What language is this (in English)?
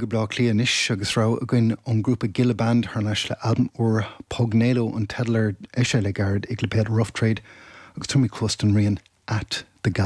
Irish